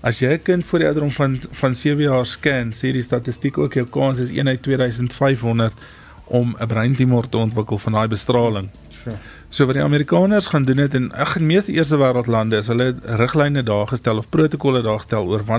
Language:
Afrikaans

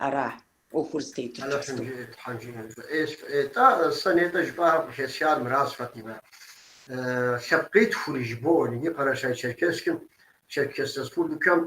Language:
Kabardian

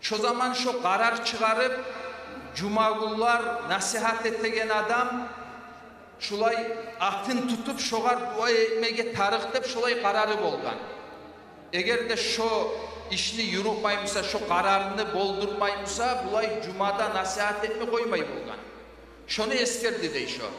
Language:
Kumyk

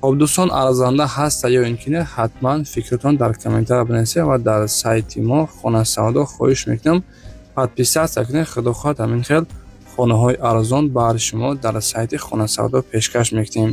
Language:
Tajik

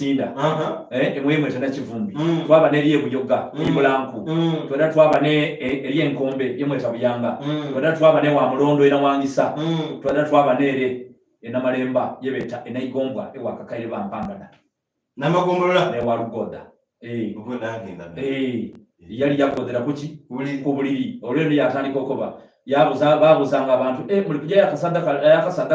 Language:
Soga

